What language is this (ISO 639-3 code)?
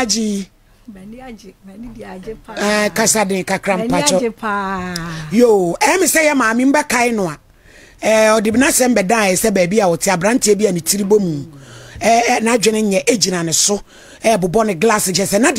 aka